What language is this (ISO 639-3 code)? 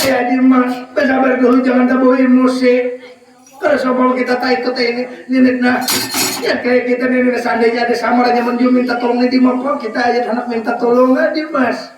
bjn